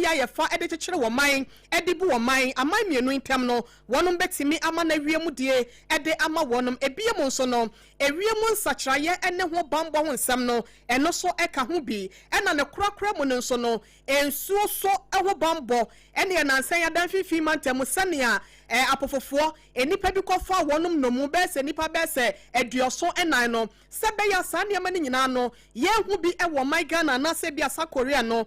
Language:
Akan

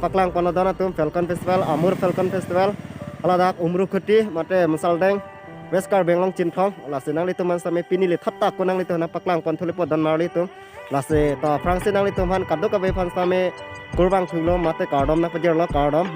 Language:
Karbi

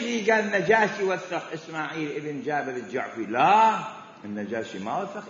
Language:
Mesopotamian Arabic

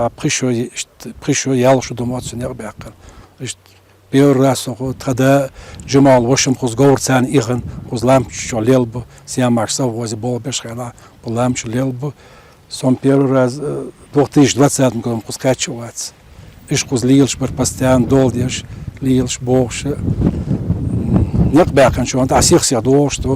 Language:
Chechen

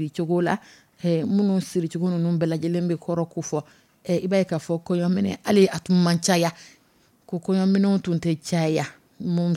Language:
Dyula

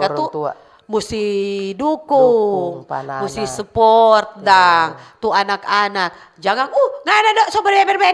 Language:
Manado Malay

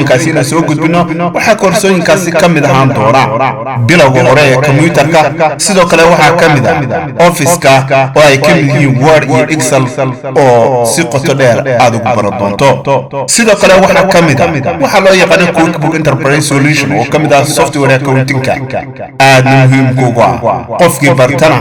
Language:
Somali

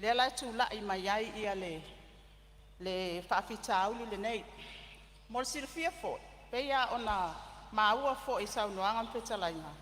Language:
Samoan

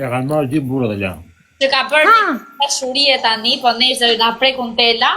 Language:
Albanian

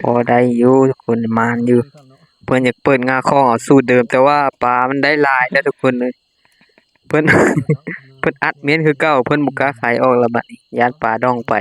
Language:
Lao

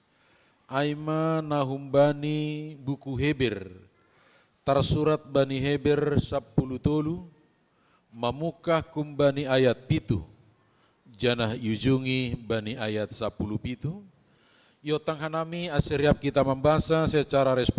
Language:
Batak Simalungun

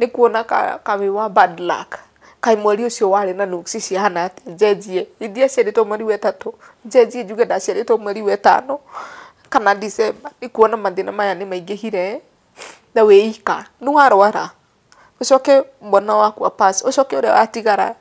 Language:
Kikuyu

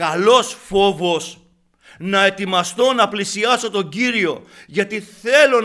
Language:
Greek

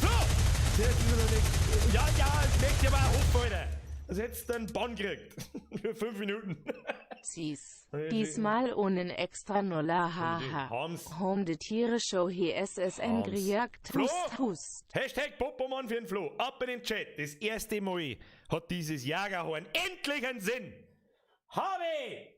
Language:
Bavarian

